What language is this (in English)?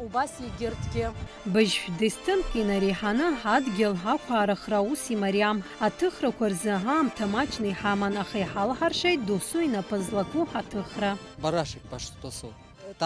Abkhazian